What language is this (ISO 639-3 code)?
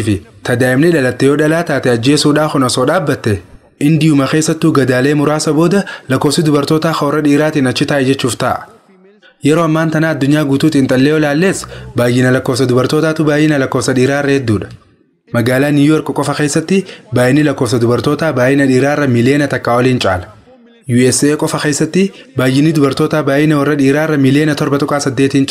orm